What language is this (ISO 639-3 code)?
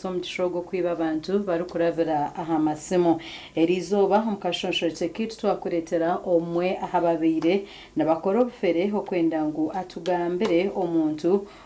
nyn